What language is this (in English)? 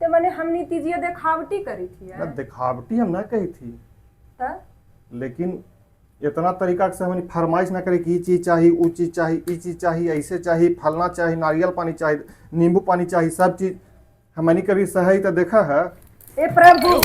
Magahi